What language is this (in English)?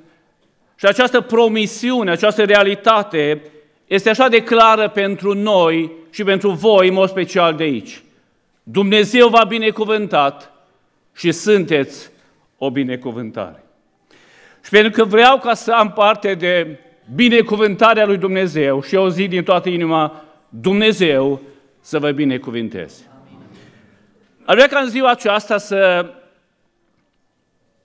Romanian